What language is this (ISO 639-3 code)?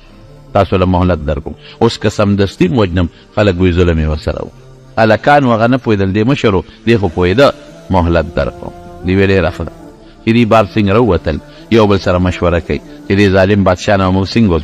pus